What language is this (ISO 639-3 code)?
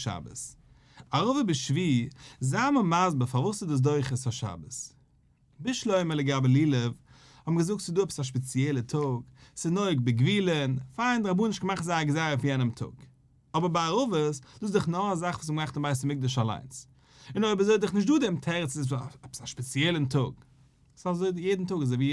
yid